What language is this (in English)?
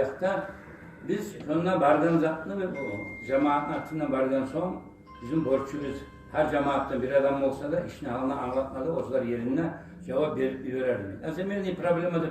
Kumyk